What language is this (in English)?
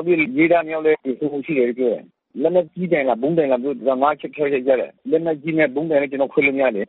Burmese